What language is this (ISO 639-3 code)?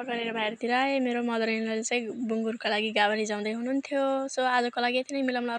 nep